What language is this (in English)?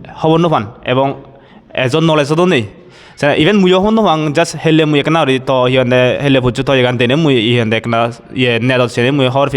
Chakma